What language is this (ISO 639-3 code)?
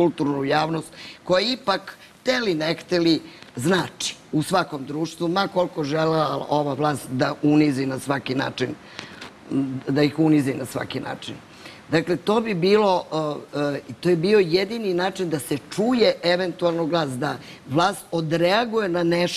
srp